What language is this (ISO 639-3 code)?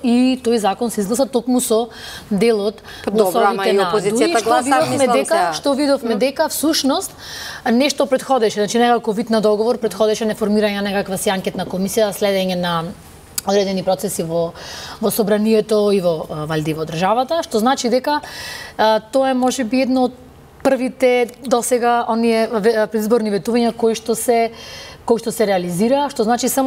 mkd